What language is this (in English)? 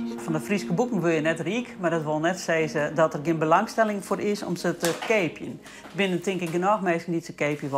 Western Frisian